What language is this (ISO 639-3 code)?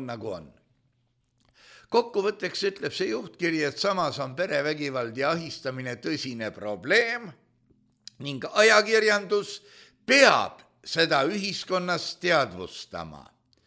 est